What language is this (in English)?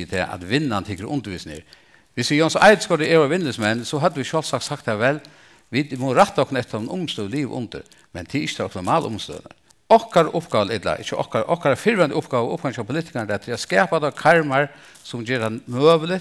Faroese